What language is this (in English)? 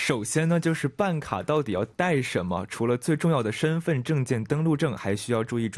Chinese